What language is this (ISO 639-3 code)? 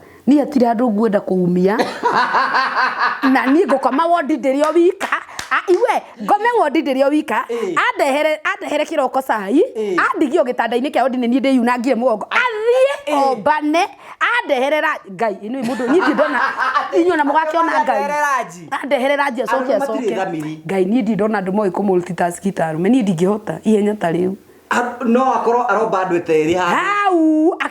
kik